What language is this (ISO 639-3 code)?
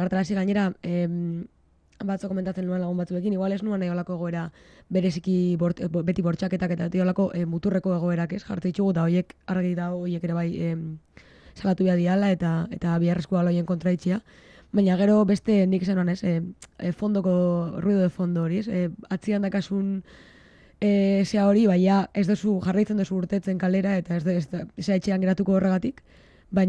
eus